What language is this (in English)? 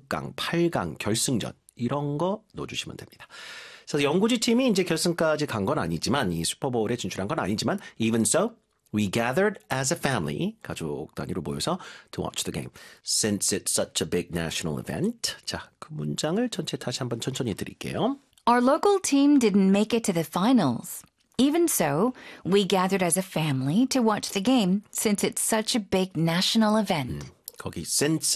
Korean